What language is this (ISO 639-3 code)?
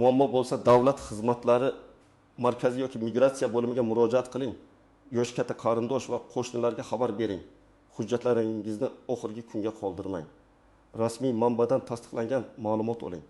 uzb